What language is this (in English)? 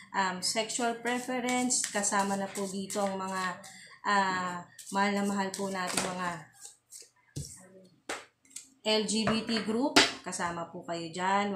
Filipino